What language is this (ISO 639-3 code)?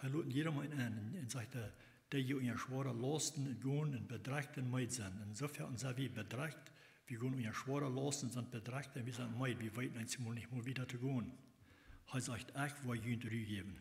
pdt